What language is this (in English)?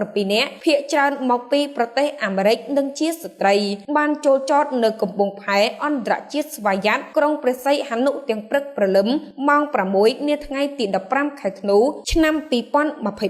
Khmer